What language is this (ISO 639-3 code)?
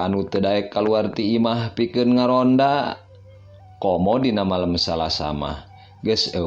sun